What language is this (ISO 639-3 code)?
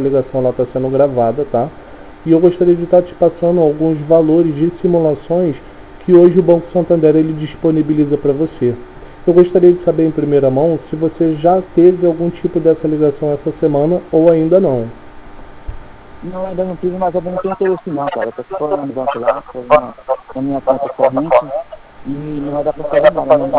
por